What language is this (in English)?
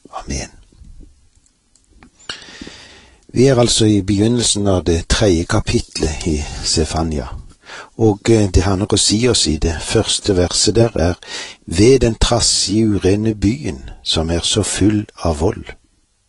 Norwegian